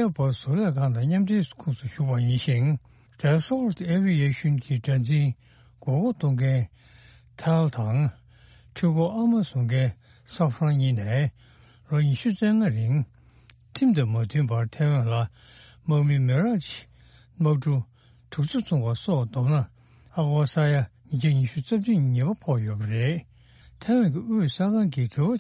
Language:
Tibetan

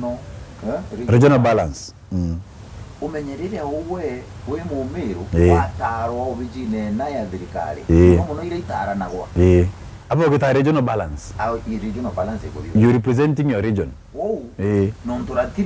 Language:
Meru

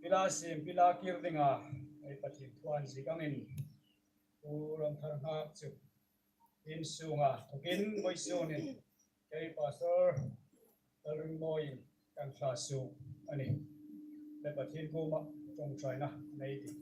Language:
Hmar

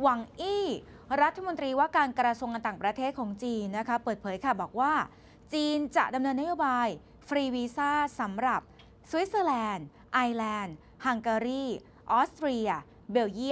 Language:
Thai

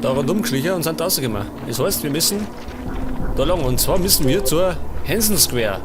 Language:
Bavarian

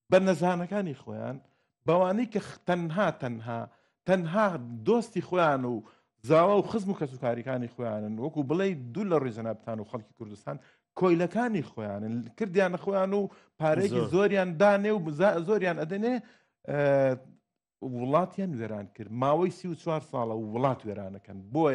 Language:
Central Kurdish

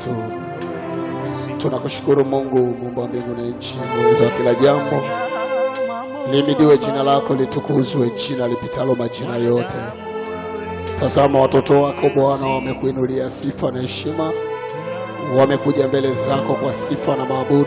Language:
Swahili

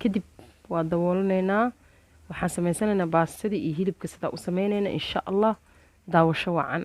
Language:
Somali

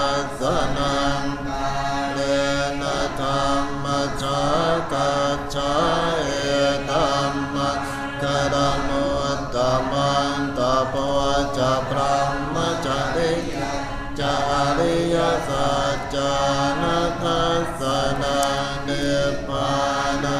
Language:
Pali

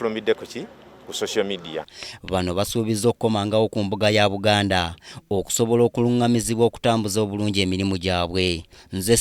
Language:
Ganda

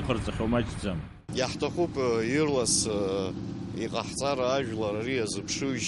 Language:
Abkhazian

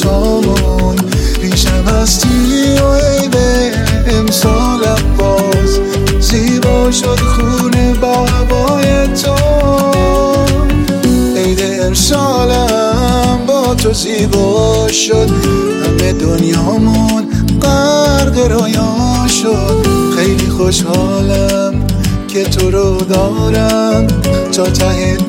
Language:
Persian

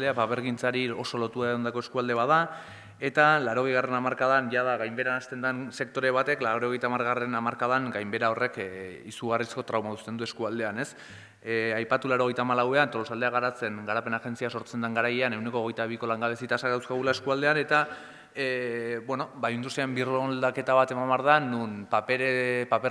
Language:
Basque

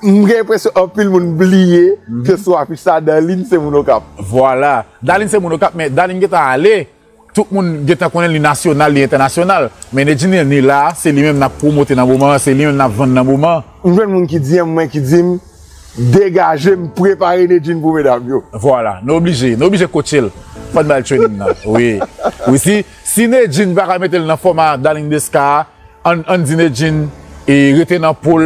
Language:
Haitian Creole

